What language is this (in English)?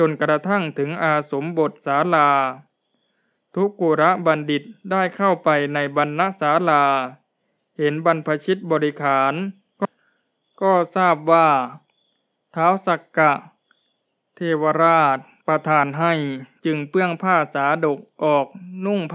Thai